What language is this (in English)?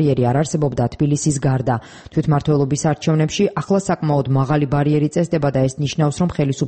Georgian